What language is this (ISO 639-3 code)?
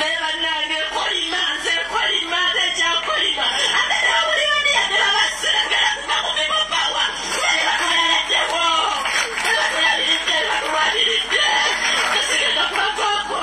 lug